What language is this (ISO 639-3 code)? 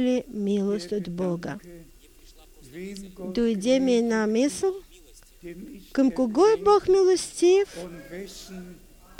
bul